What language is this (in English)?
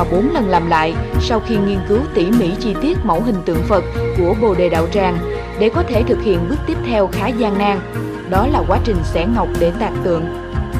Vietnamese